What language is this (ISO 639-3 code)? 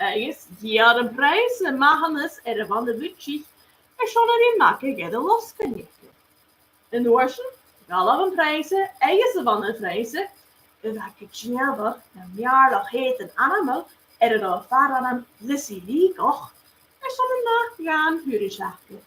gla